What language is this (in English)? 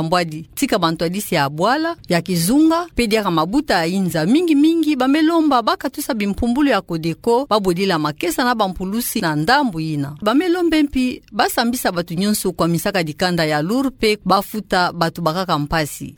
Kituba (Democratic Republic of Congo)